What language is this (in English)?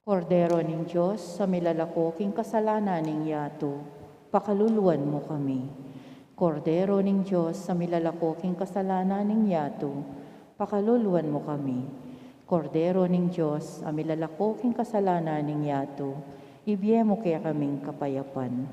Pampanga